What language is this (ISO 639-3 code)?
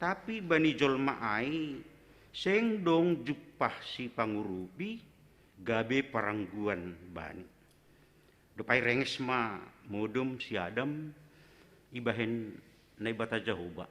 bts